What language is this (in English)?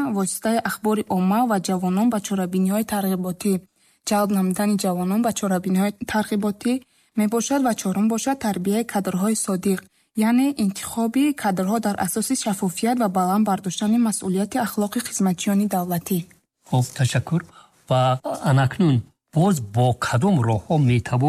Tajik